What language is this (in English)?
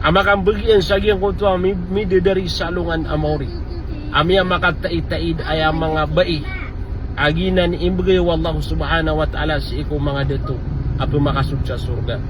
Maranao